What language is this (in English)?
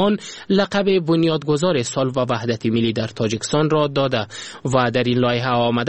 Persian